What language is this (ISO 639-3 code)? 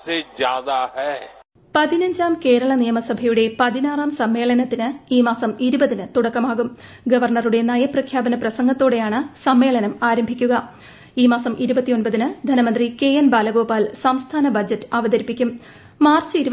mal